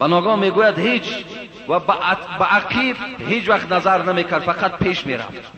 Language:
Persian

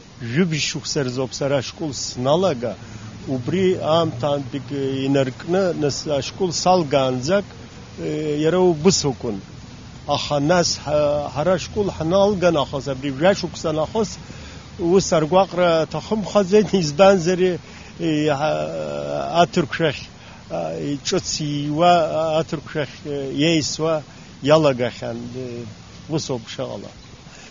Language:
Abkhazian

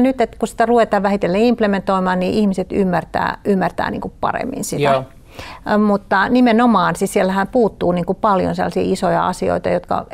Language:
Finnish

